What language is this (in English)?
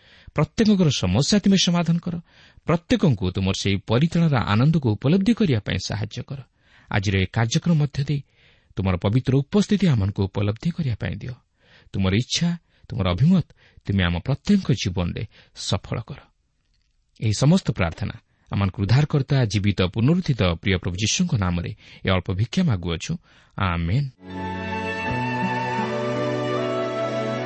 Odia